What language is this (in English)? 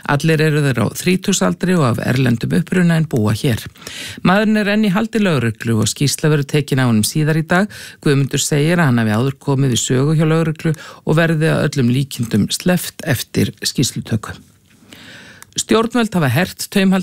Icelandic